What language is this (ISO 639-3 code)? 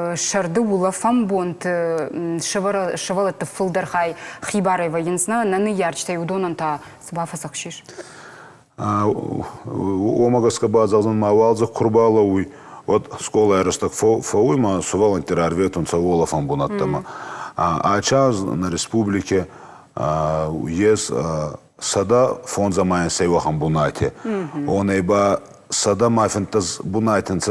oss